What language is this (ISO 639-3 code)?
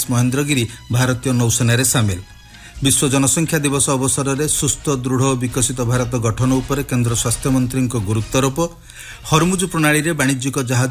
ori